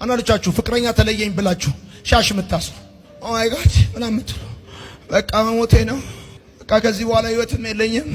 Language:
Amharic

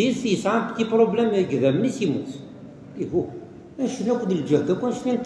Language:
Kabyle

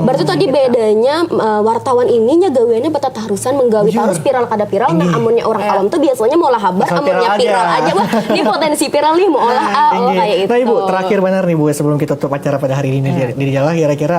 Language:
Banjar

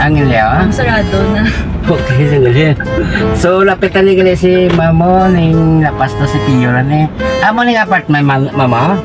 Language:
Hiligaynon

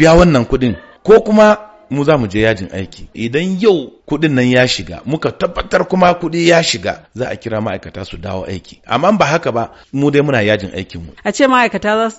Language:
Hausa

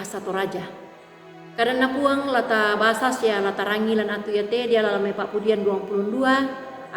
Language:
Toraja-Sa'dan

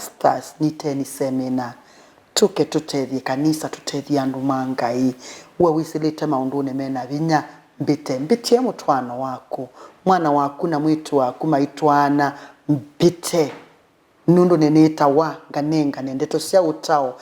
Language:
Kamba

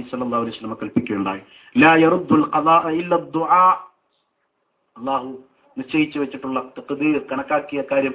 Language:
Malayalam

